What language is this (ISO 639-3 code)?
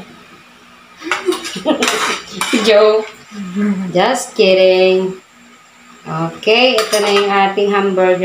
fil